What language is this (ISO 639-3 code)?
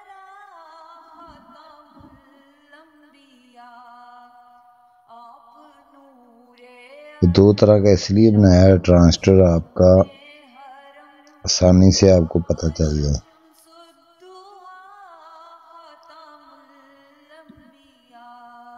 urd